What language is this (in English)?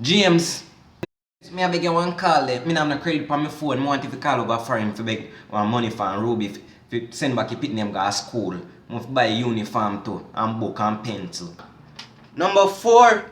Jamaican Creole English